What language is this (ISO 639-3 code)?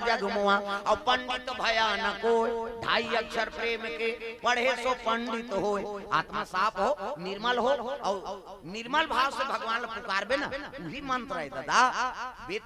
hne